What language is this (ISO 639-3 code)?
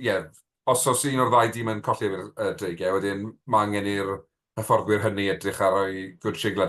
cym